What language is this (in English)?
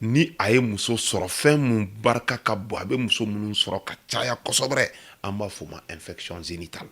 Bambara